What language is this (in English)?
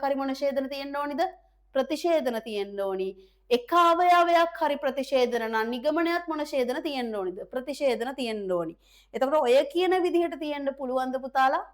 Sinhala